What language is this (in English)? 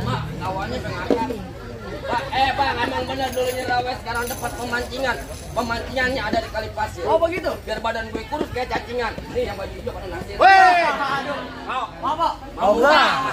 Betawi